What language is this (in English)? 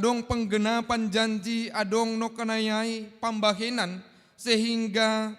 Batak Simalungun